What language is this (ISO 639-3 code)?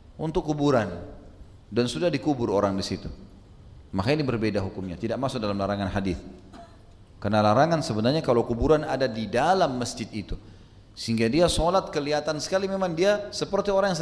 ind